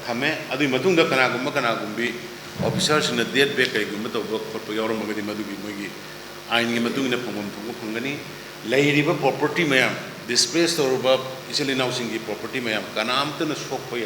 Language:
Manipuri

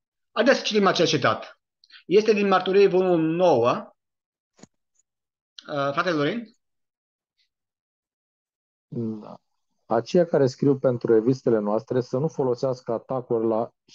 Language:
Romanian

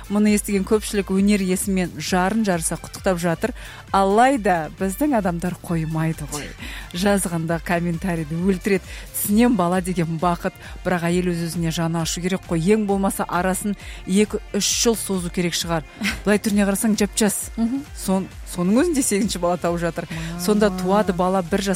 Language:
Kazakh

